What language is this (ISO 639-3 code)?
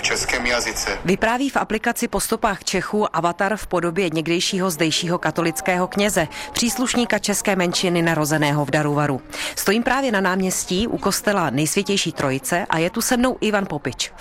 ces